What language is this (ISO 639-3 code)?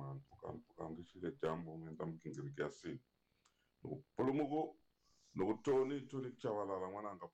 tso